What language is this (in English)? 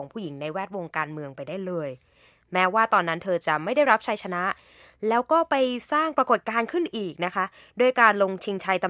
Thai